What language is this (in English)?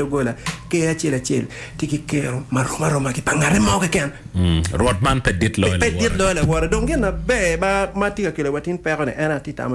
Acoli